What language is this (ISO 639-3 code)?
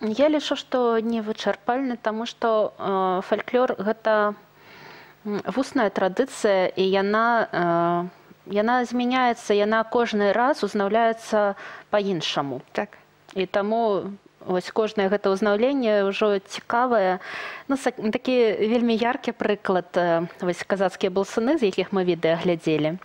bel